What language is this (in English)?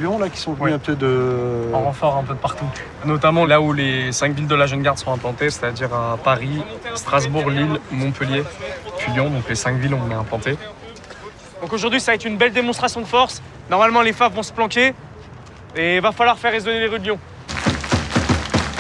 French